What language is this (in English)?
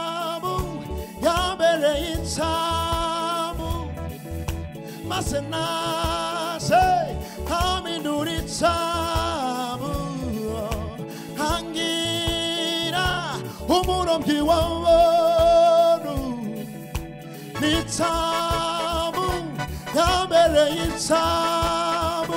Kinyarwanda